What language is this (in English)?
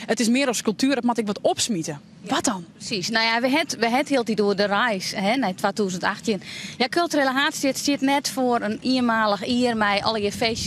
Western Frisian